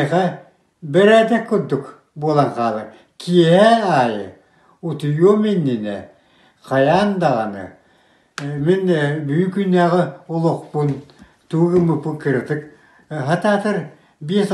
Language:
Yakut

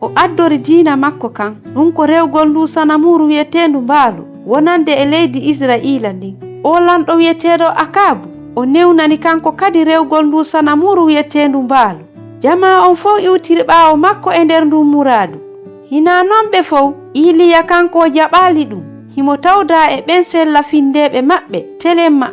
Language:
Fula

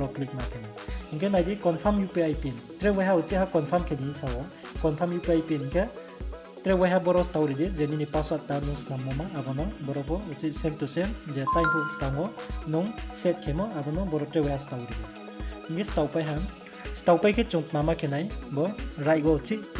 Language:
Riang (India)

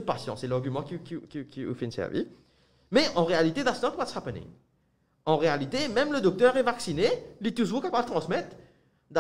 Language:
Morisyen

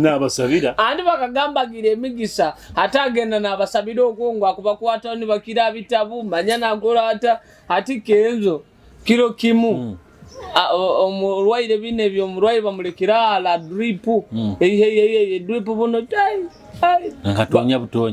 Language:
Nyoro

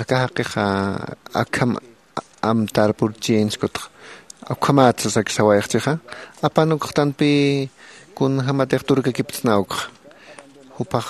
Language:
Aymara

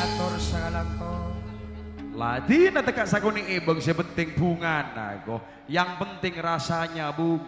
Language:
Madurese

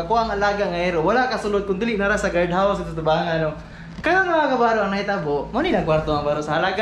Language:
Cebuano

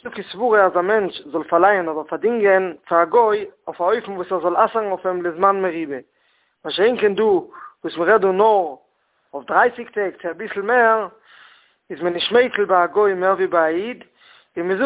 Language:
Yiddish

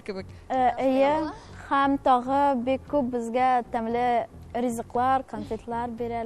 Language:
Tatar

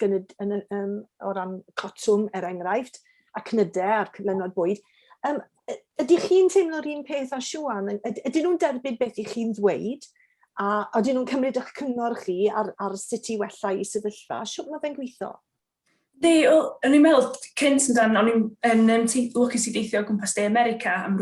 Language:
Welsh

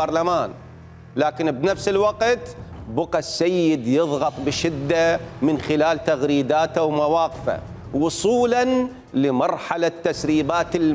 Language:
Mesopotamian Arabic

